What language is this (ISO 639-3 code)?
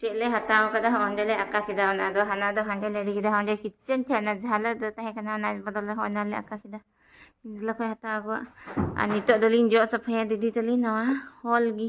sat